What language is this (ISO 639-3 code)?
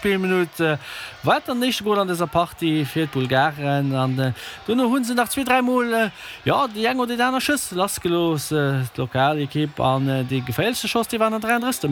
ltz